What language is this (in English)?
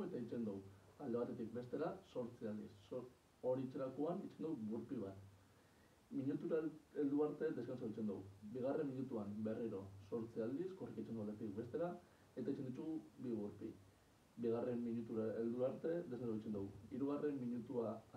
Basque